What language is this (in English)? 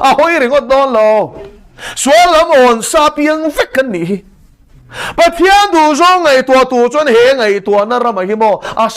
Mizo